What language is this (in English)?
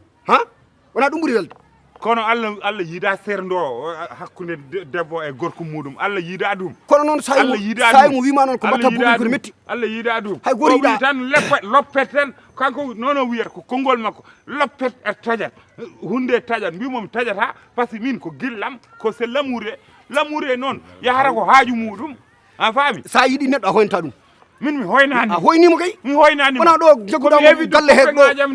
Fula